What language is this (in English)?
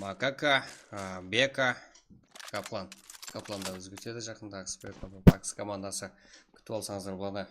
Kara-Kalpak